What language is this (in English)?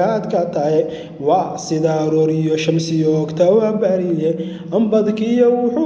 Somali